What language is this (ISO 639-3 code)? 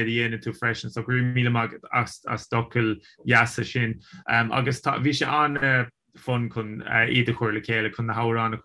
gle